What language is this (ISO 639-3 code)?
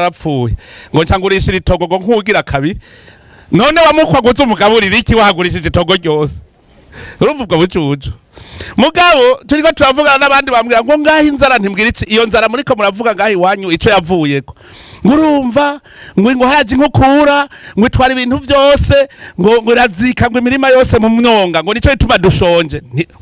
run